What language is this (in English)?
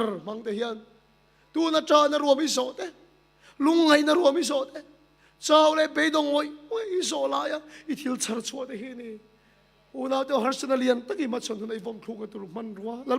Mizo